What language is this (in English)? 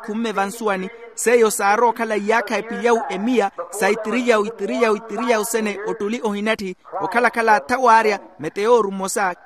Makhuwa